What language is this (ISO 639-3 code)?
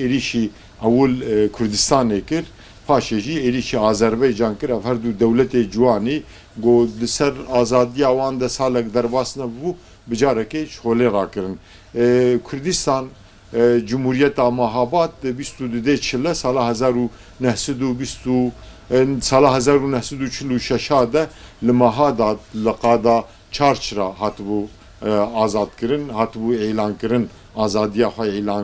kur